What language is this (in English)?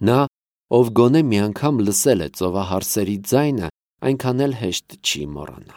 Armenian